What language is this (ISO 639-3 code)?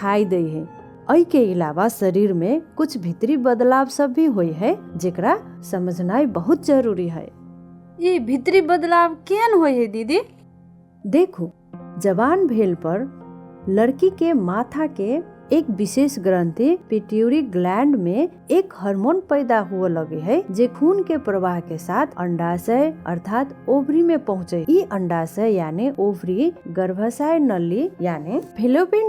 mai